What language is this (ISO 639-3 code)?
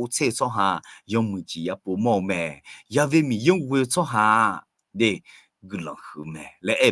ahk